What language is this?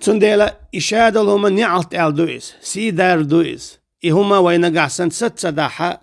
Chechen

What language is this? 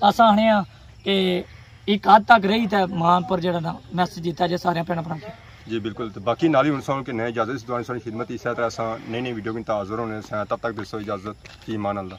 Pahari-Potwari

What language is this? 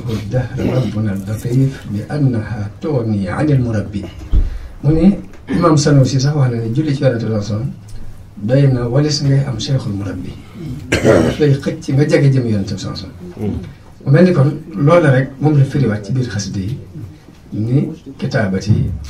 Wolof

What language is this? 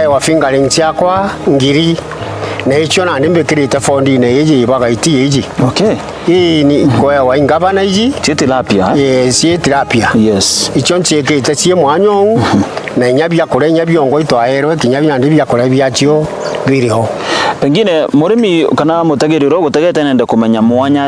Meru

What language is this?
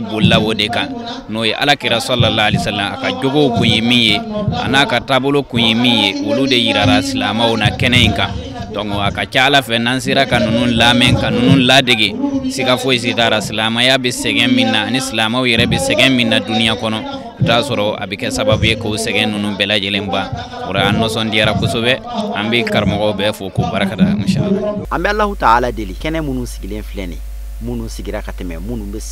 Bambara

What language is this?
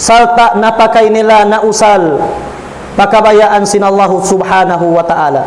Tausug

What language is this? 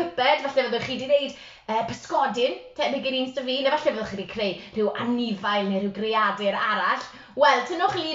Welsh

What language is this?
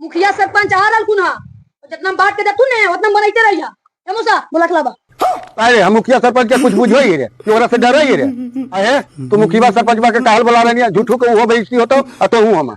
Magahi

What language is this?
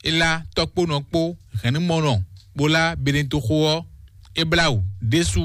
Fon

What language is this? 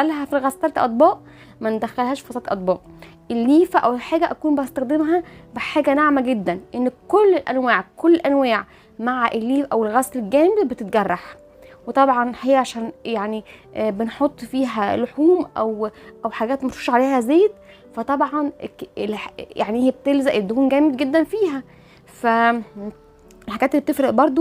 Egyptian Arabic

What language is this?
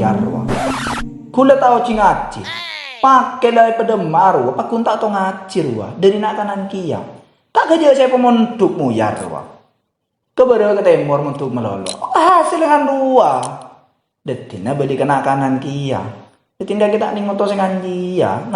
Madurese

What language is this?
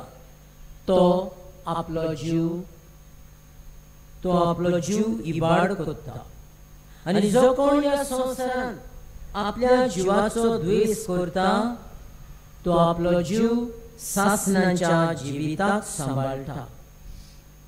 Konkani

